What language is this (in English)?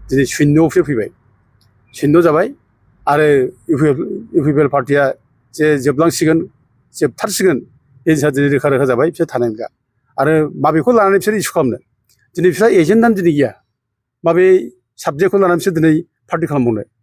Bodo